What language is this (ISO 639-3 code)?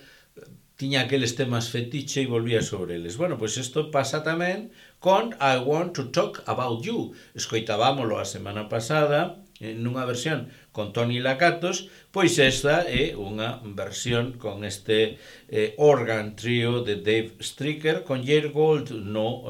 glg